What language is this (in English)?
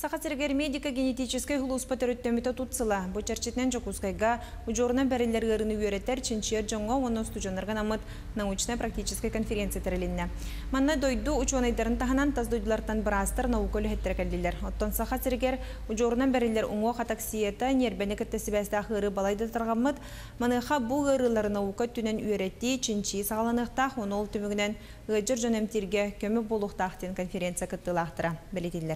Yakut